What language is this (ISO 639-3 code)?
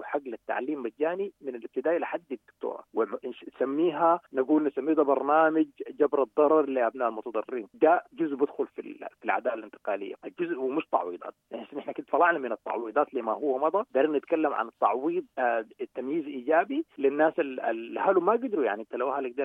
apd